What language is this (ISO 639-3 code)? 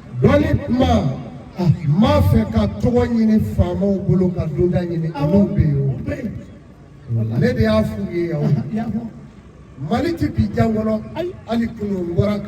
bam